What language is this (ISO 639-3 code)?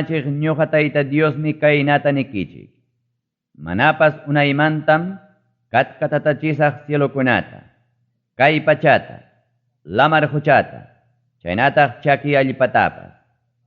quy